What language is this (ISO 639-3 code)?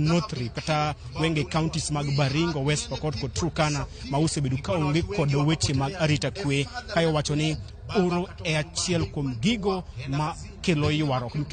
luo